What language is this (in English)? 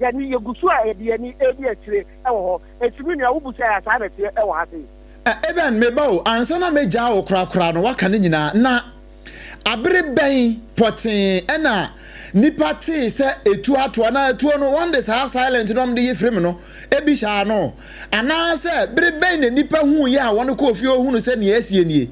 Akan